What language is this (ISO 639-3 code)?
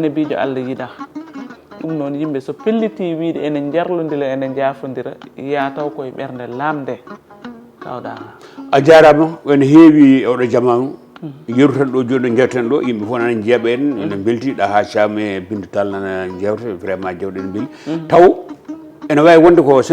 ful